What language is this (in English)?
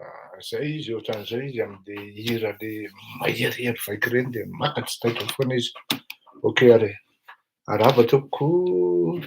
Malagasy